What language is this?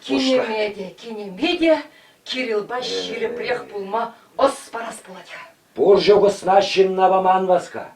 Chuvash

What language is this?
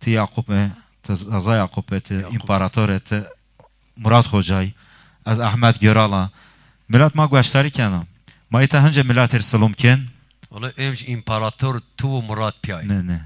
Zaza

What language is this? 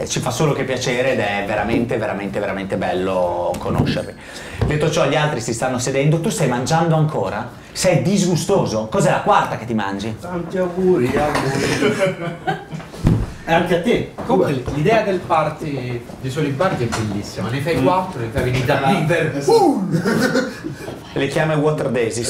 Italian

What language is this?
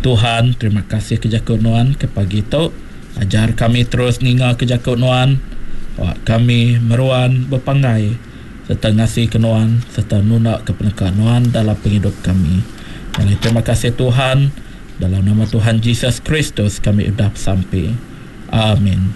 Iban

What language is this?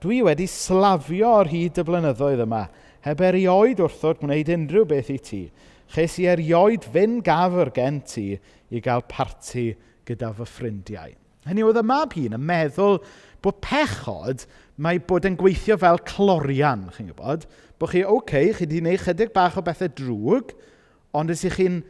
Welsh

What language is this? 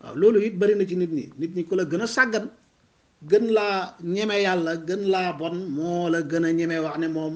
Wolof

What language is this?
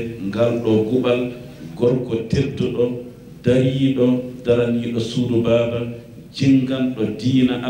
Fula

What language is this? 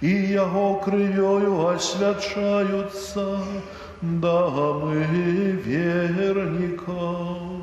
Belarusian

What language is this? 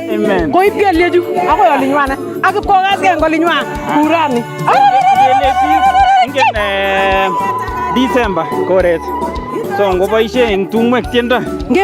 Nandi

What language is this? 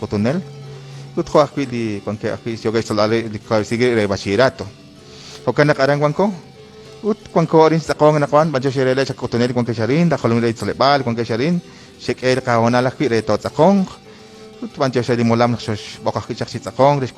Kekchí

